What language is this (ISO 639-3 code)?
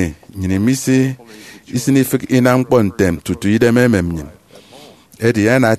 efi